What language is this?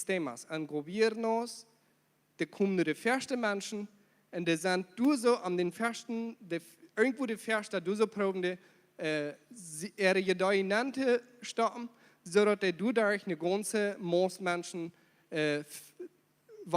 Plautdietsch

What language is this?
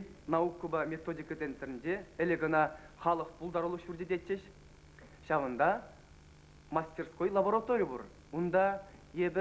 Chuvash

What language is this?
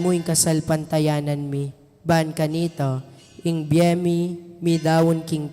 Pampanga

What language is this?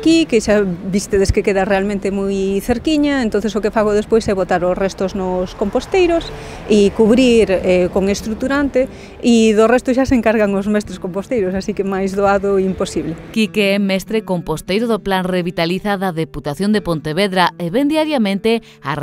Galician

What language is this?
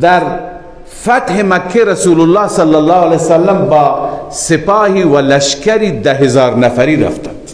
Persian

